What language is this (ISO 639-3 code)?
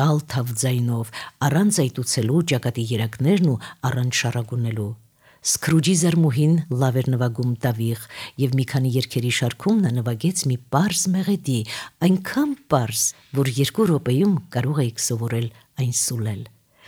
hye